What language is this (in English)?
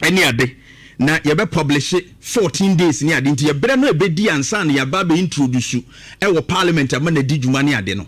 Akan